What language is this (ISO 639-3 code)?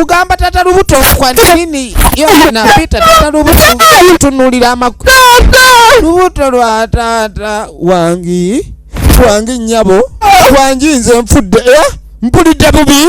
lug